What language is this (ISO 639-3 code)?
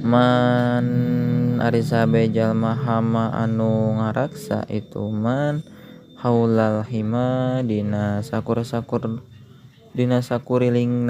sun